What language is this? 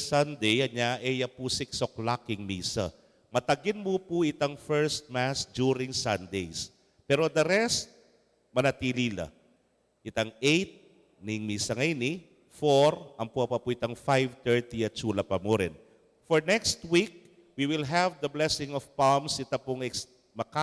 Pampanga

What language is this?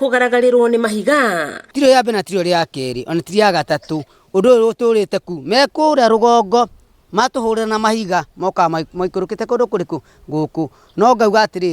Kikuyu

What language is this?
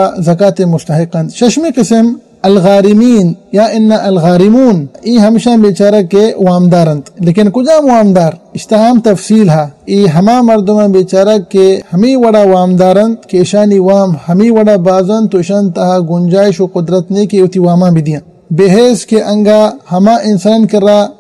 Baluchi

